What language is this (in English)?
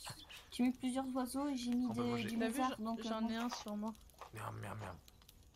French